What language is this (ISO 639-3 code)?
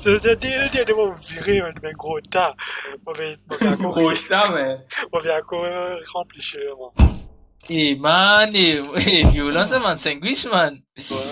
mfe